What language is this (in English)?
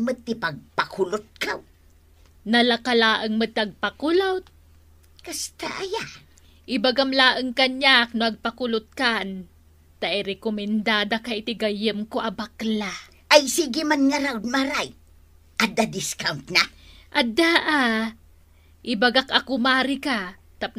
Iloko